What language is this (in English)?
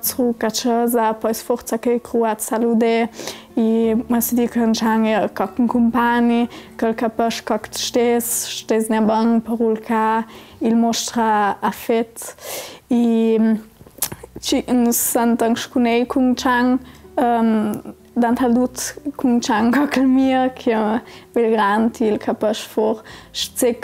Ladin